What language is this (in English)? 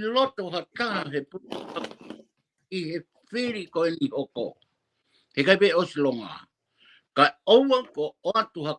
Tongan